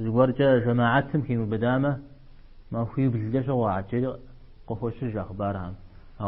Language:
Kabardian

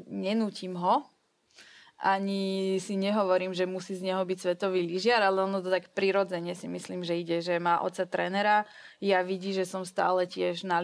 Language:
Slovak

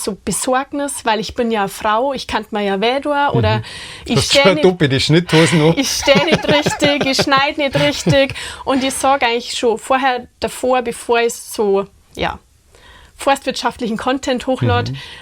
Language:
Bavarian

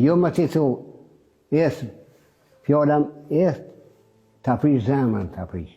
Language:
Albanian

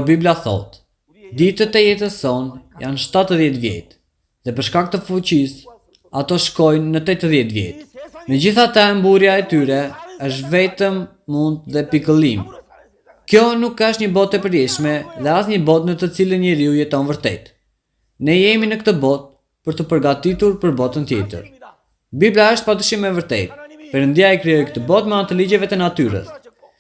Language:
Albanian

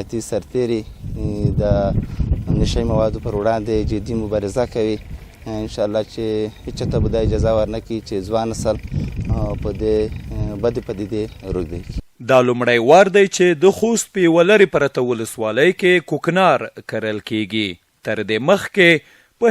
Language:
Pashto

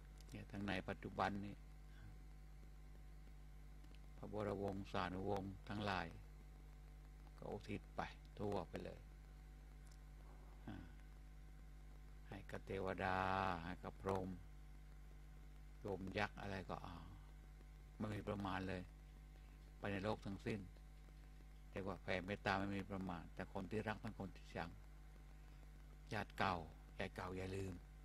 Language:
Thai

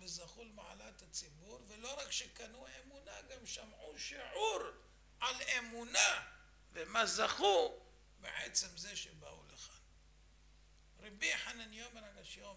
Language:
Hebrew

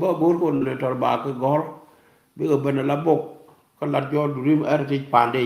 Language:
Nuer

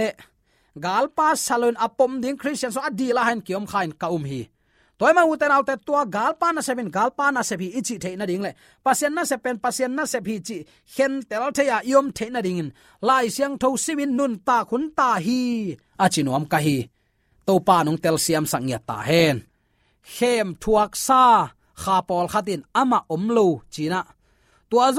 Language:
Tedim Chin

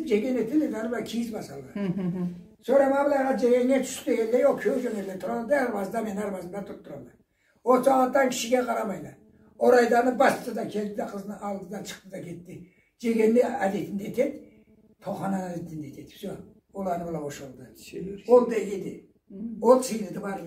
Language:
Karachay-Balkar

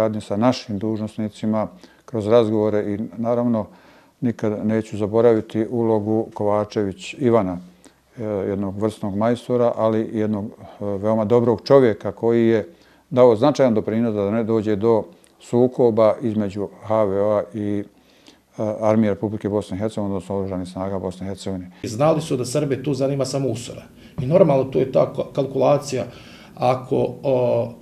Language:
Bosnian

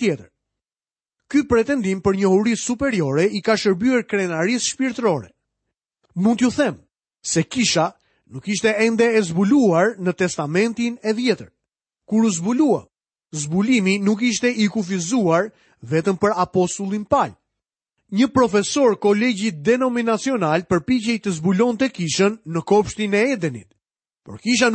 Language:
Albanian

